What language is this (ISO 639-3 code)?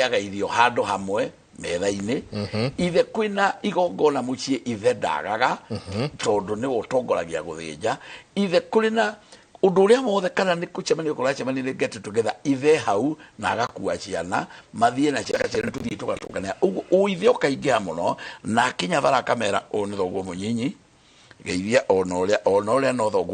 kik